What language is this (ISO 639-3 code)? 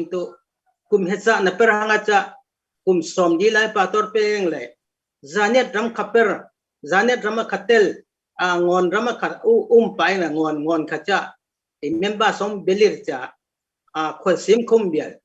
cfm